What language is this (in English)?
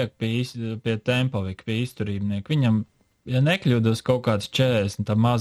Latvian